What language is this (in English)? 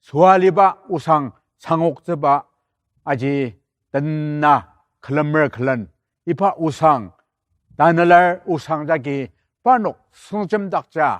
Ao Naga